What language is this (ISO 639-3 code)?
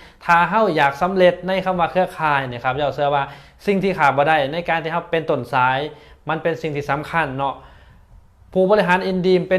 lao